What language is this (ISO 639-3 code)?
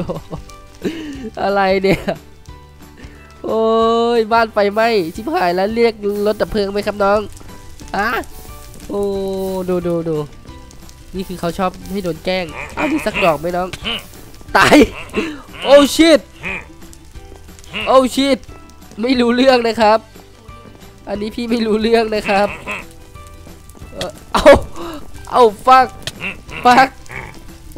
tha